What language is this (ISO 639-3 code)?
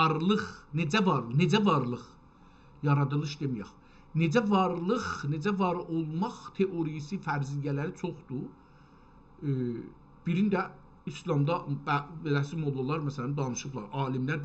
azb